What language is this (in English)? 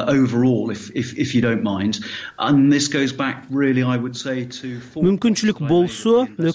Kyrgyz